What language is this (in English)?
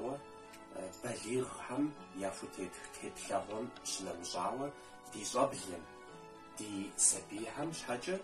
Kabardian